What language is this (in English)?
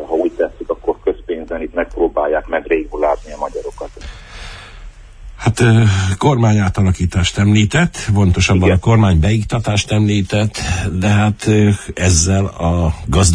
Hungarian